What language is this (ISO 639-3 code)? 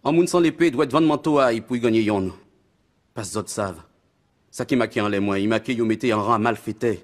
gcf